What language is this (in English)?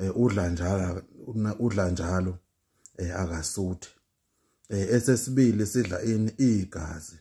Zulu